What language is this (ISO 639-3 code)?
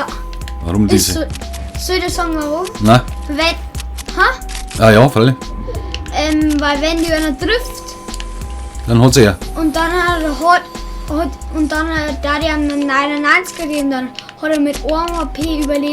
bar